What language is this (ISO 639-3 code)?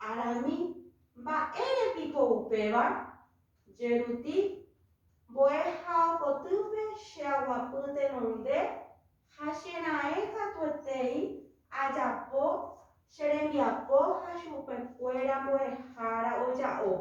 grn